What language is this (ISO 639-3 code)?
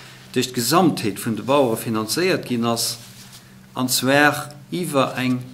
ltz